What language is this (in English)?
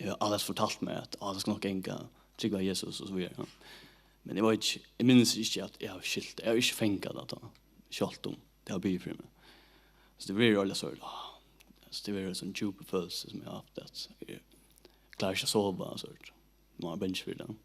Faroese